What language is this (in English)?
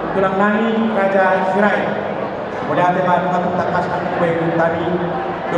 Batak Toba